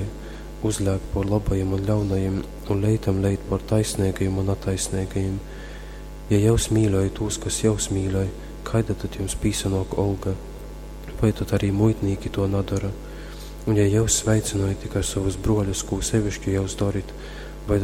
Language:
Latgalian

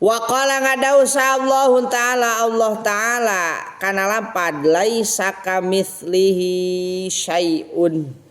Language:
Sundanese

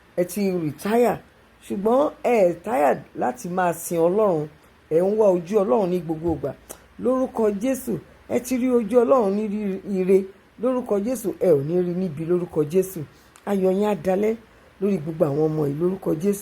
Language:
Yoruba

